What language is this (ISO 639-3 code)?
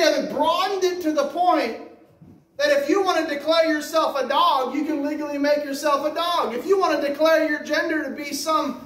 eng